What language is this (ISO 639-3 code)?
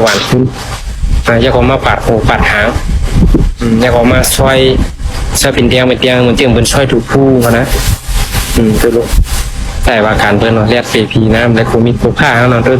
shn